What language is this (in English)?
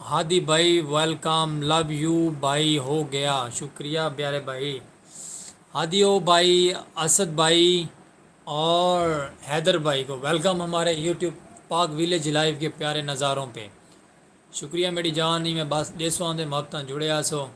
Saraiki